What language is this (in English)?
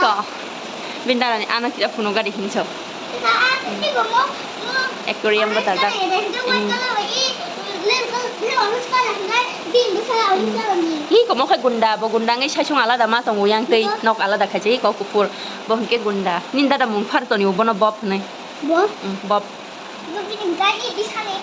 Kok Borok